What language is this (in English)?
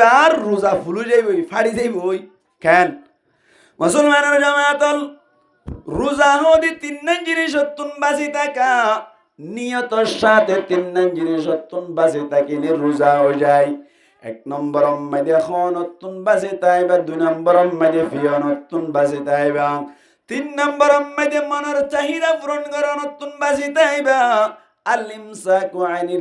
Rohingya